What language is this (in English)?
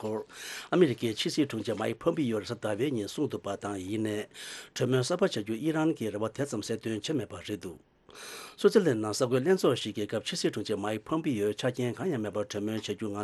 Tibetan